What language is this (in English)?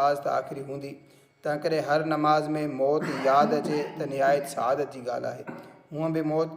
Sindhi